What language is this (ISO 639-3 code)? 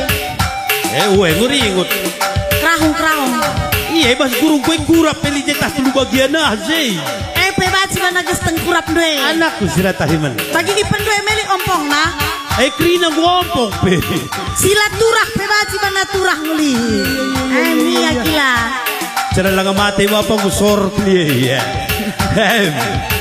btx